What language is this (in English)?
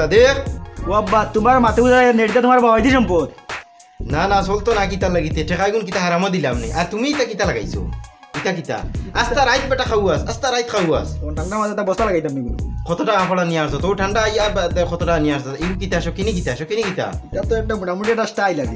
Sylheti